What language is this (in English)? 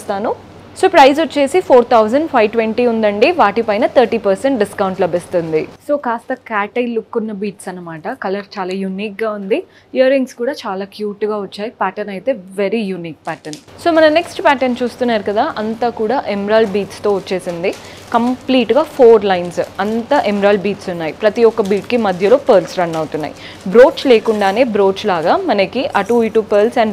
Telugu